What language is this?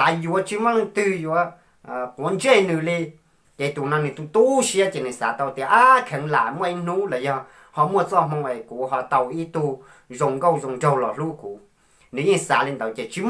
Hmong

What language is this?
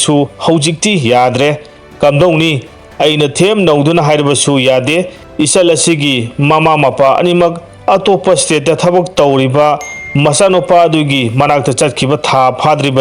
Manipuri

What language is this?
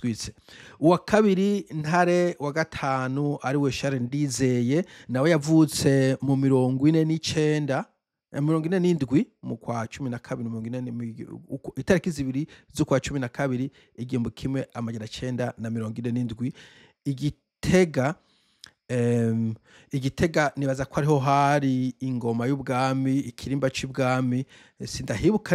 Rundi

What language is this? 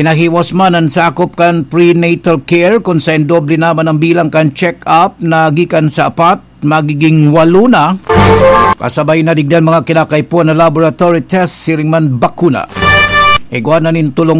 Bikol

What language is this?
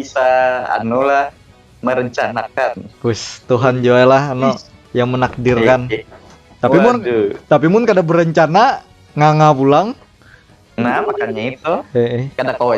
Banjar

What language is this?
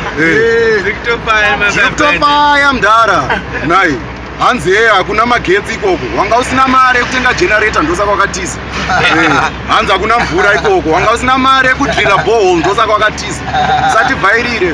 Shona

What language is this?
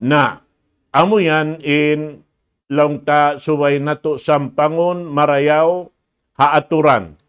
Tausug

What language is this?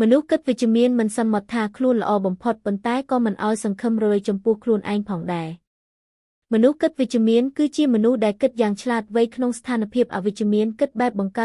Khmer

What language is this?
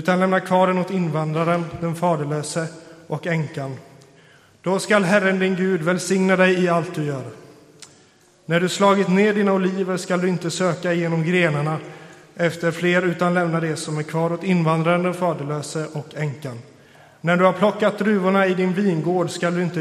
Swedish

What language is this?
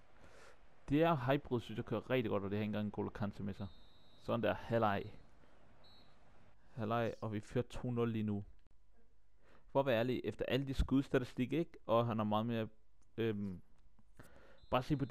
Danish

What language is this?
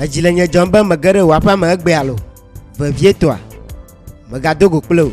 Ewe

